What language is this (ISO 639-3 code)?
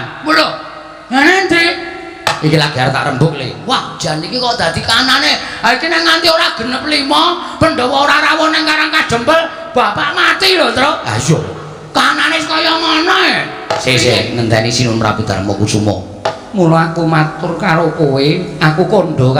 jav